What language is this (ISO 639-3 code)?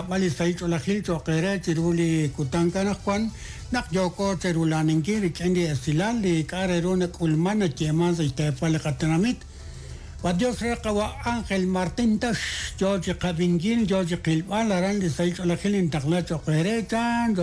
kek